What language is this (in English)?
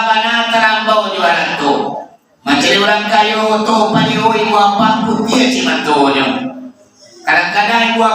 Minangkabau